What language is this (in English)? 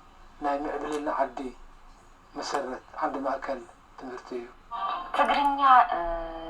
Tigrinya